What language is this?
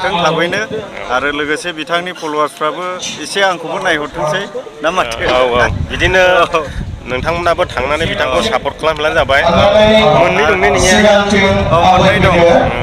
Bodo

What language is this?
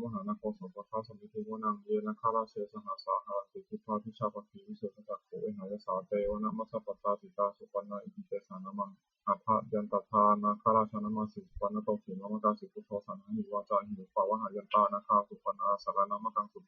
Pali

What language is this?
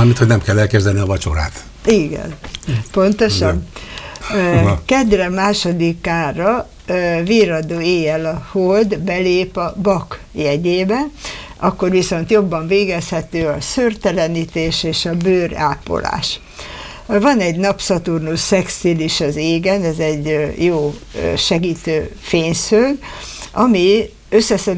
Hungarian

